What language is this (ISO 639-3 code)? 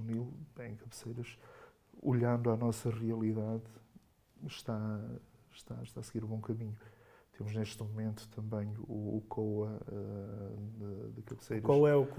por